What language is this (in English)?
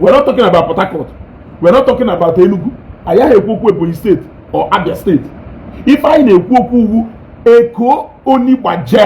Igbo